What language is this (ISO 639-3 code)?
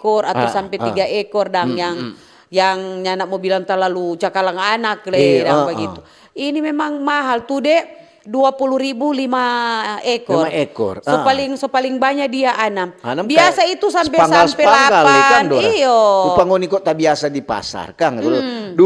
xmm